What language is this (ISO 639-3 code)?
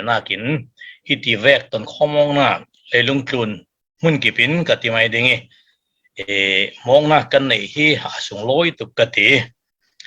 cfm